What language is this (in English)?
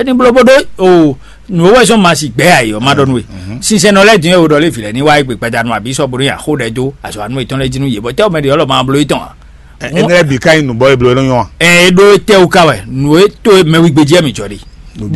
Fon